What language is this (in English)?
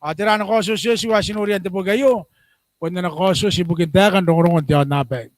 Gilbertese